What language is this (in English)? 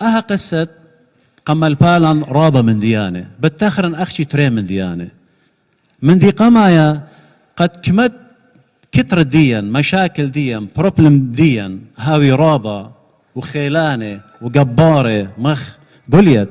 Assyrian Neo-Aramaic